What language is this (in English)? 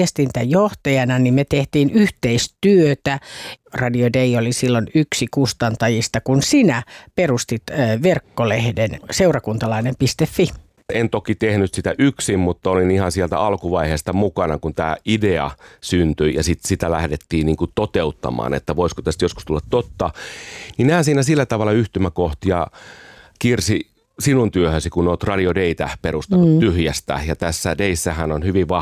Finnish